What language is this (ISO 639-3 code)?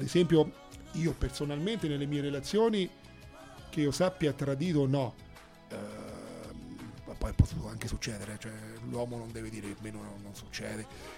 ita